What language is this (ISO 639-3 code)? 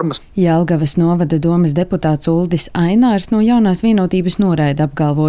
lav